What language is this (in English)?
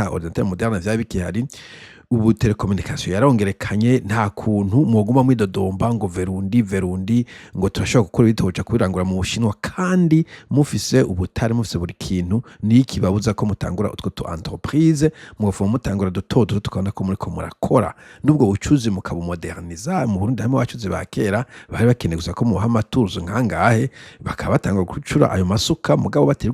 Rundi